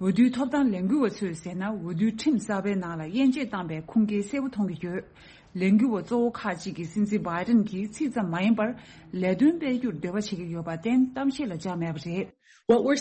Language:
Tibetan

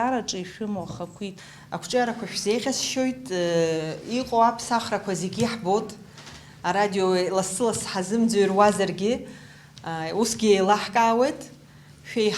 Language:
Abkhazian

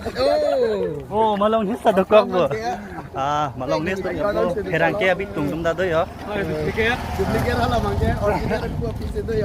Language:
Karbi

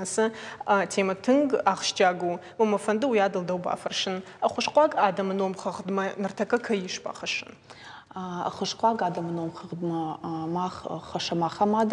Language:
Ossetic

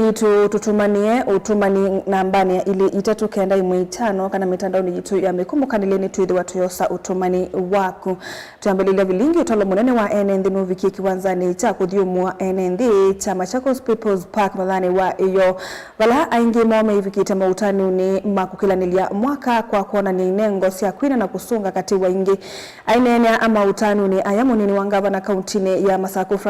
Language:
Kamba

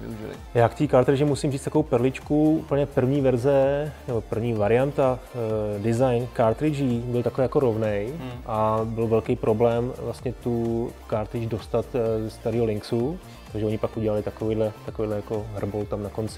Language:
Czech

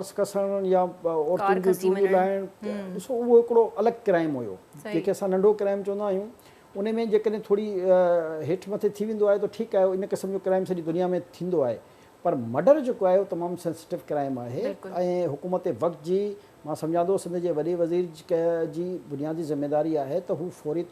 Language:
Sindhi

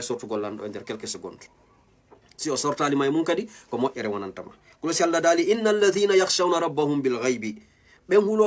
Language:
Fula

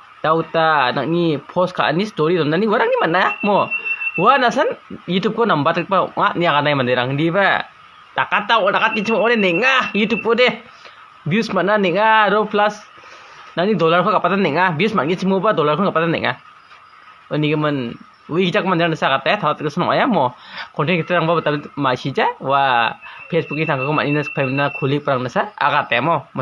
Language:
Garo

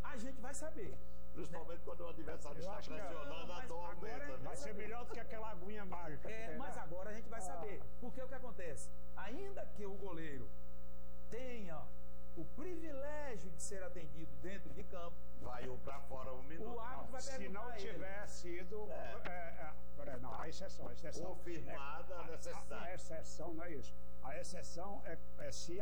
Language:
Portuguese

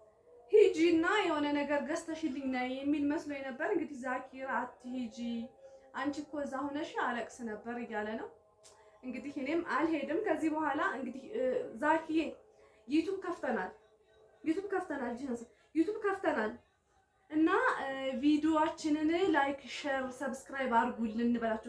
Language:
Amharic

